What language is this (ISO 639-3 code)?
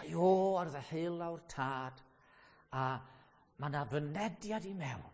cym